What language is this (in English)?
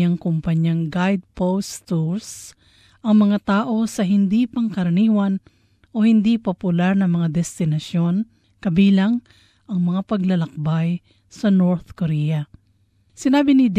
Filipino